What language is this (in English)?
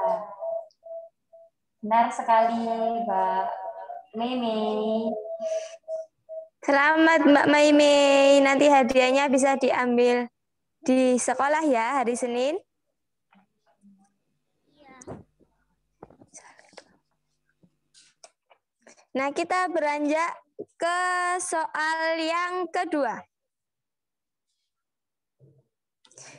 Indonesian